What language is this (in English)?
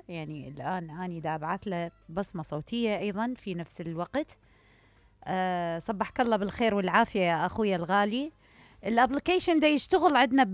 Mesopotamian Arabic